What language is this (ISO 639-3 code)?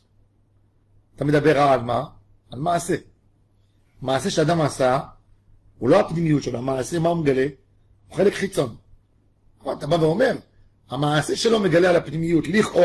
heb